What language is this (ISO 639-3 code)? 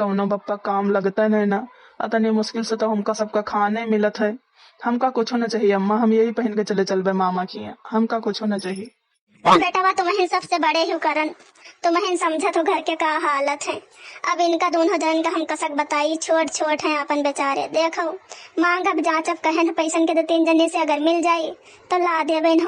awa